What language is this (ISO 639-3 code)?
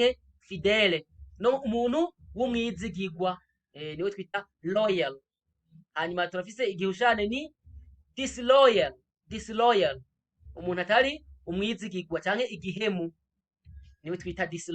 run